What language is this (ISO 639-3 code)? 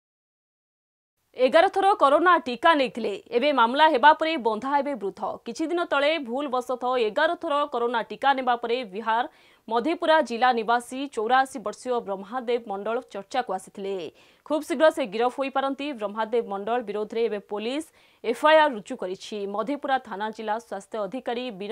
ori